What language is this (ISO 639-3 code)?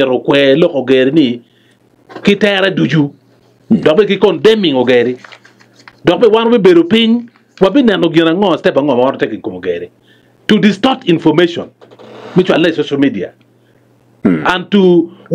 ach